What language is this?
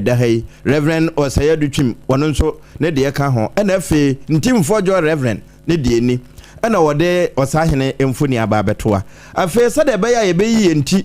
Akan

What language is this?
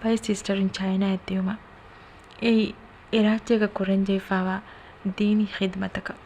Divehi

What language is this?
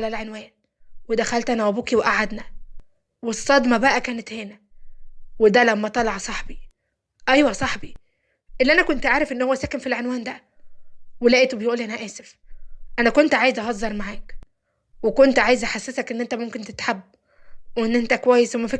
Egyptian Arabic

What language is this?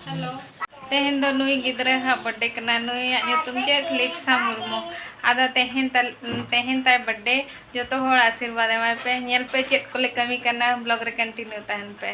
Santali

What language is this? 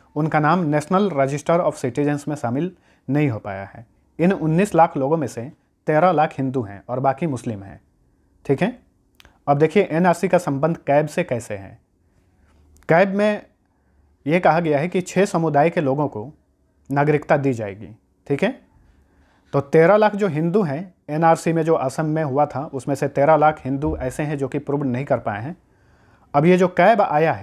Hindi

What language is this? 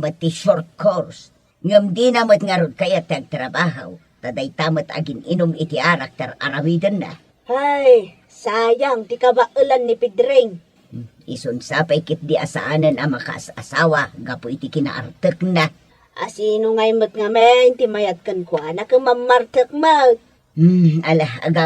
Iloko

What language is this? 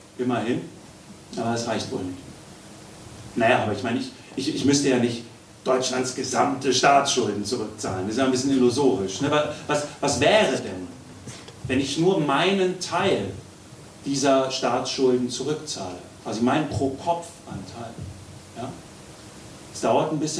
German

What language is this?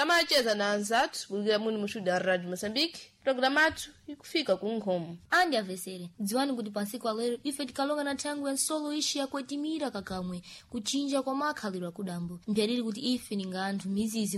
Sena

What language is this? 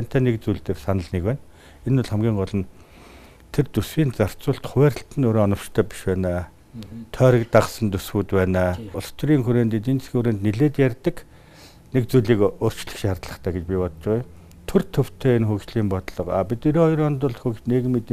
Mongolian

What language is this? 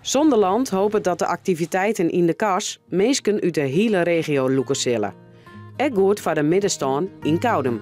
Western Frisian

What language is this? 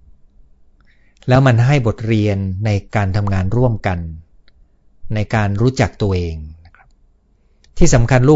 Thai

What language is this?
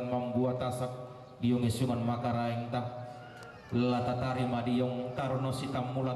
Toraja-Sa'dan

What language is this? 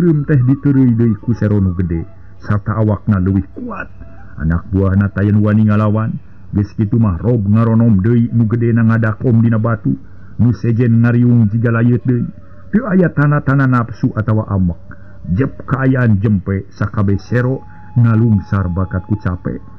Sundanese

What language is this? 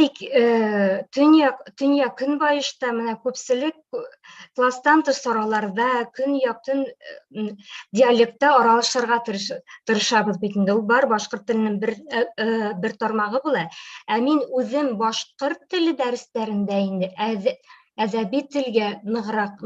Bashkir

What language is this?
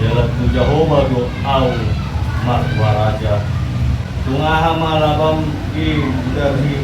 Batak Toba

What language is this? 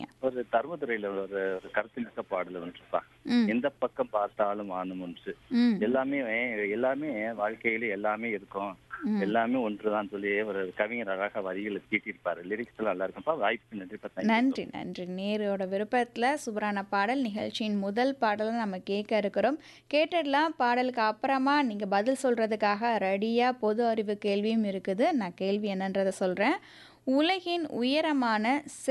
Tamil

